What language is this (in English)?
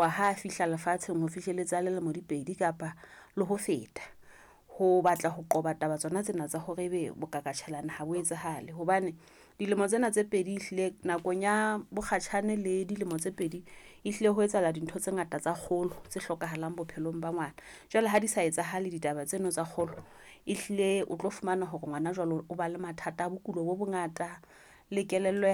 Southern Sotho